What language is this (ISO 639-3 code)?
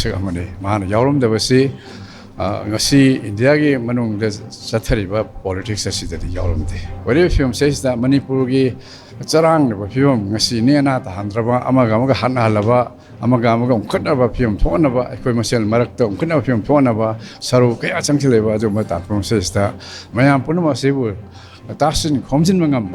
mni